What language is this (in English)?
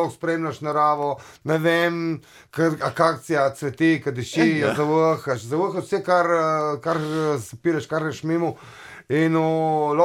Slovenian